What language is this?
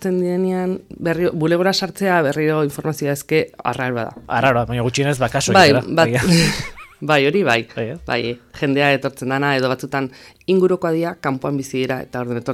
Basque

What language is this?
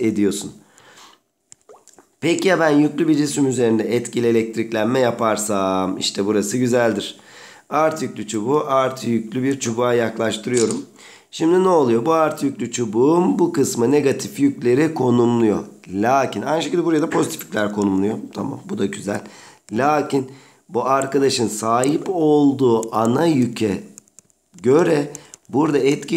Turkish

